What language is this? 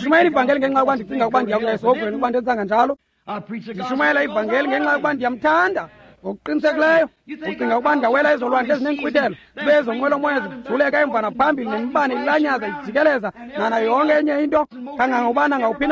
Xhosa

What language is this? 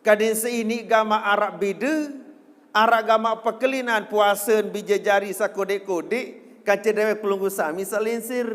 Sasak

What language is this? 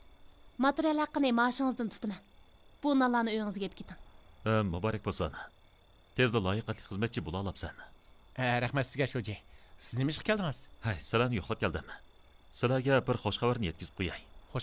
Uyghur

